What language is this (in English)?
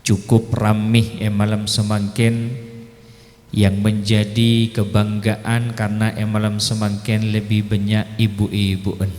Madurese